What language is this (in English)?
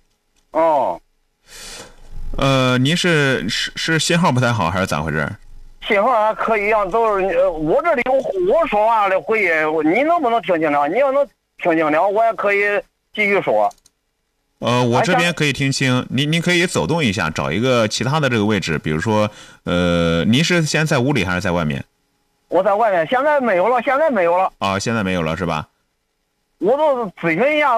Chinese